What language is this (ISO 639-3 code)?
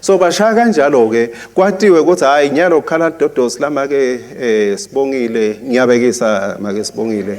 ssw